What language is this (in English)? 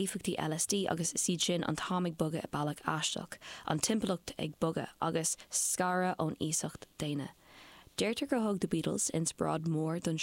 Irish